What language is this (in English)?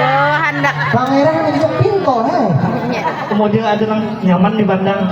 Banjar